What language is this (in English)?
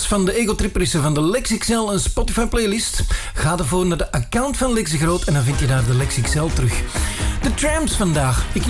Dutch